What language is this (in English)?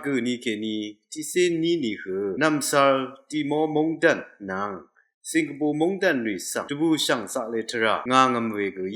Rawang